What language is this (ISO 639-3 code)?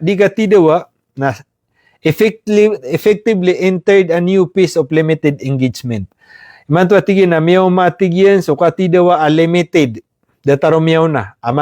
mrw